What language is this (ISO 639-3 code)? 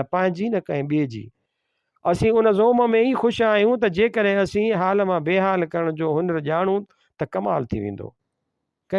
snd